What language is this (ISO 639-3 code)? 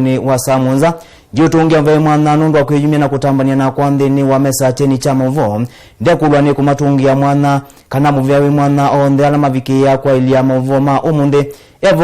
kam